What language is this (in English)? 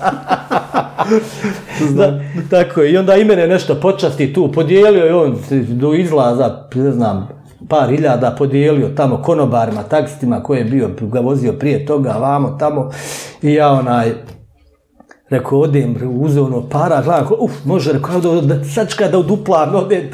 Bosnian